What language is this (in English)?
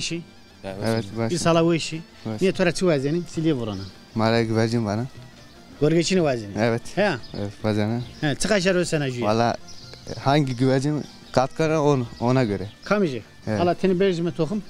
Zaza